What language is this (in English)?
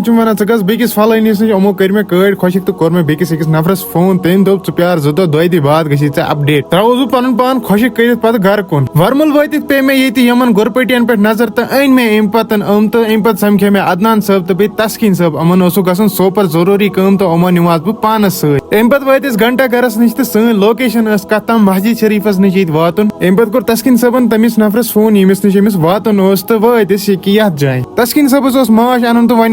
Kashmiri